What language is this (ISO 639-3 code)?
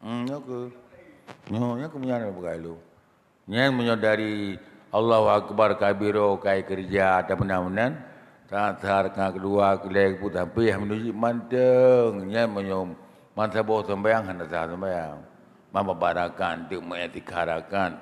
ace